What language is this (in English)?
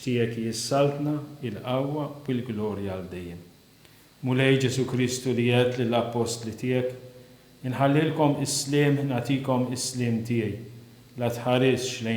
Maltese